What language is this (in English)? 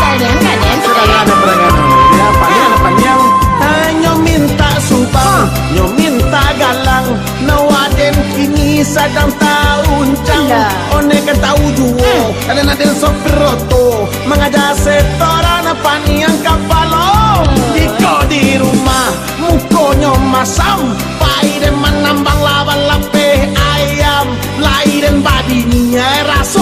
Minangkabau